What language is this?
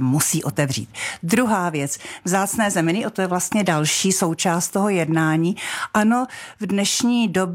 Czech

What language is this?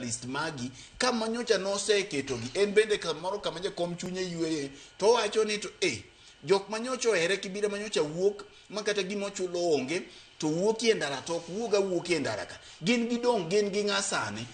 Luo (Kenya and Tanzania)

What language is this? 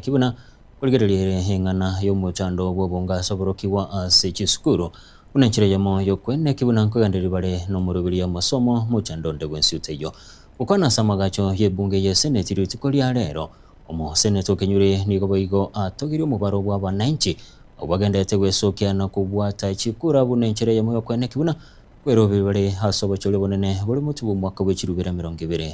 Gusii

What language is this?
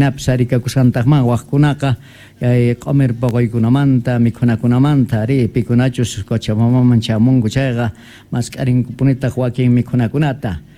Quechua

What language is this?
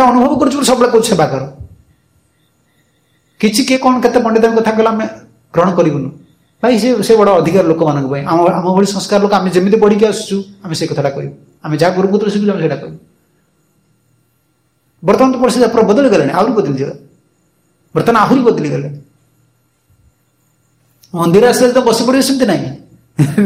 Odia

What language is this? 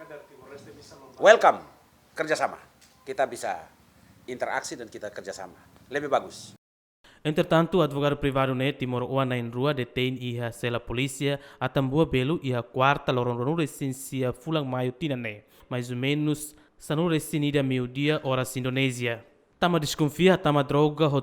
Tetum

